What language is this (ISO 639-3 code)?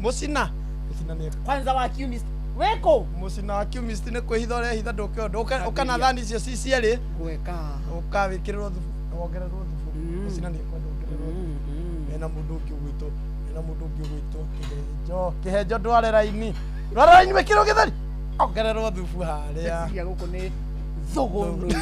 kik